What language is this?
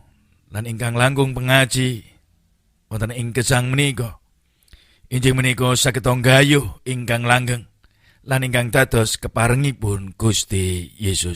Javanese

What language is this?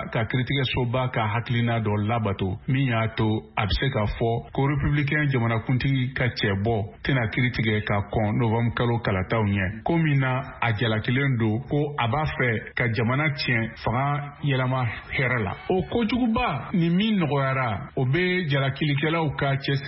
Bambara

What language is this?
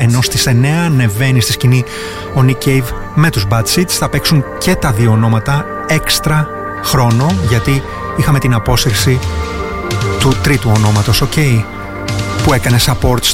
Greek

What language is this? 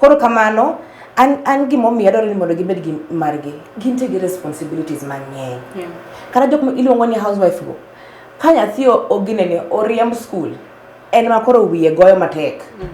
Luo (Kenya and Tanzania)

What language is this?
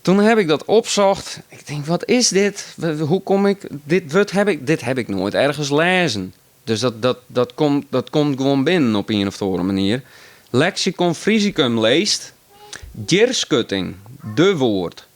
Western Frisian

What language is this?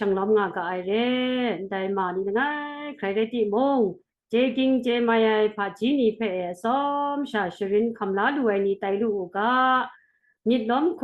Kachin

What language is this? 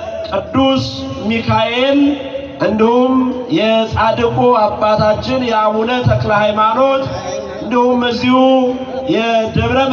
Amharic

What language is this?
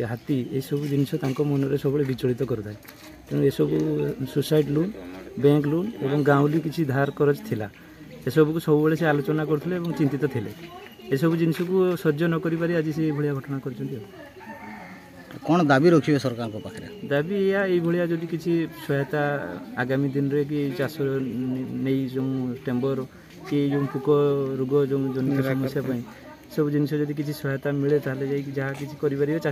Odia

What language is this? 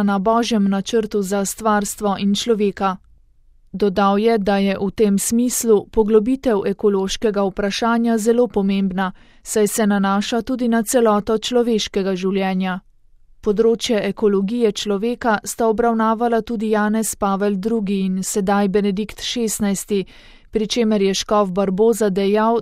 Slovenian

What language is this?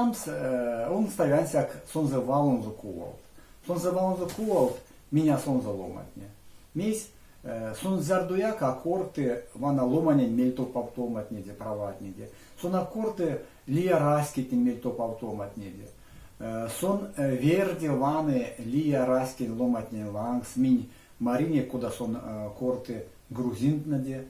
Erzya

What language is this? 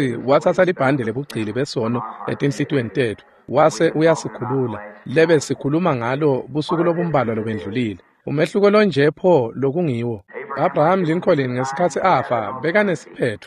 Swati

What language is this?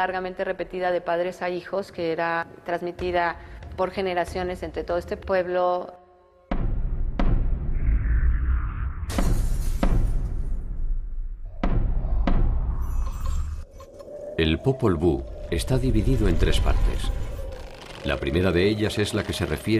Spanish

